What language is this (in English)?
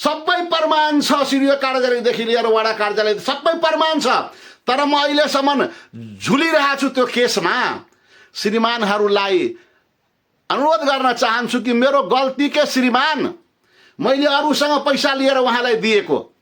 Nepali